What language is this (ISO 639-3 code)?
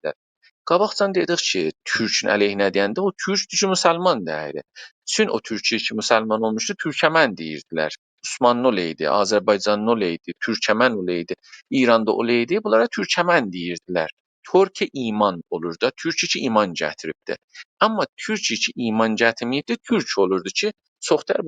azb